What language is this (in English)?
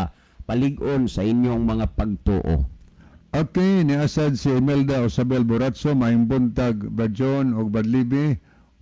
Cebuano